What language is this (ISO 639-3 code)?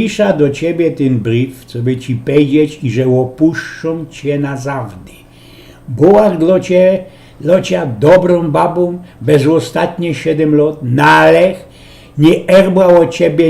szl